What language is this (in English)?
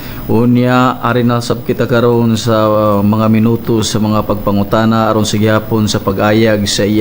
Cebuano